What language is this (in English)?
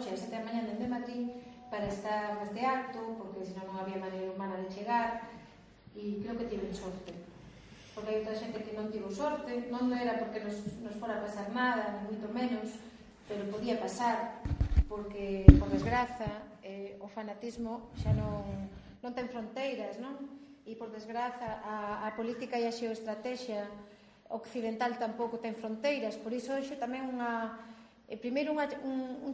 Galician